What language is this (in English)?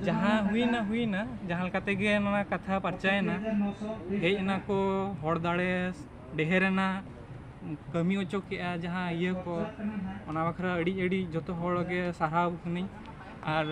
Santali